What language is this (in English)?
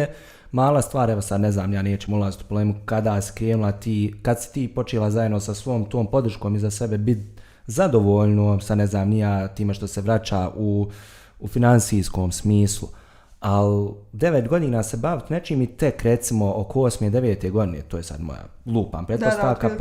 Bosnian